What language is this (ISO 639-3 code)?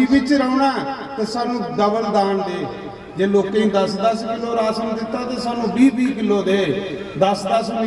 doi